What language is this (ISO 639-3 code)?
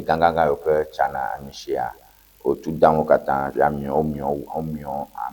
ewe